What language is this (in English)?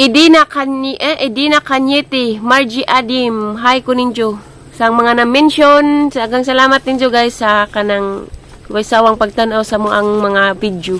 Cebuano